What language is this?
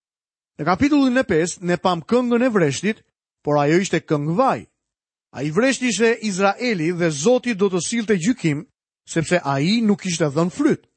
Albanian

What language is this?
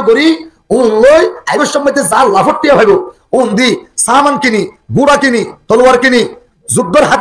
Rohingya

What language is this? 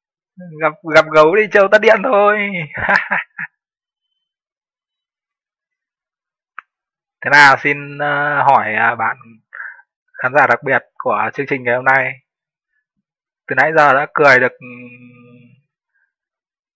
Vietnamese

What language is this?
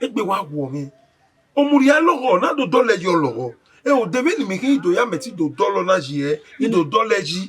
Bini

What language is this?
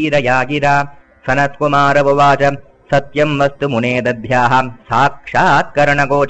Sanskrit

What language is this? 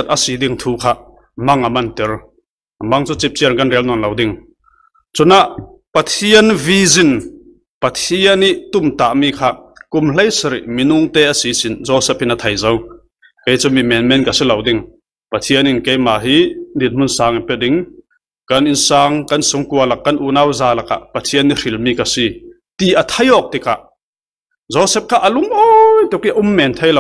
Falam Chin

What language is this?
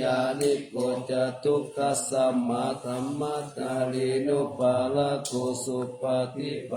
Pali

